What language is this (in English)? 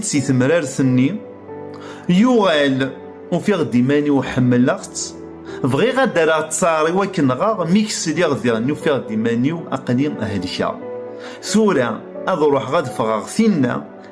Kabyle